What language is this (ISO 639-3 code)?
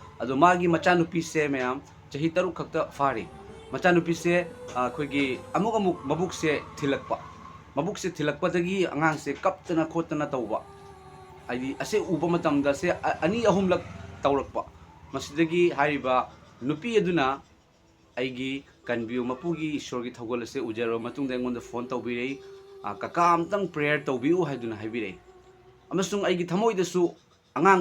mni